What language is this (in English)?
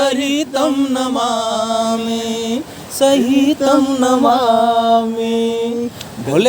Magahi